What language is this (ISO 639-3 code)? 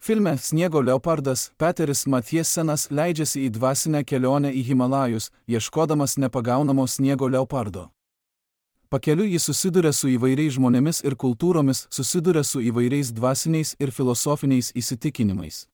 lit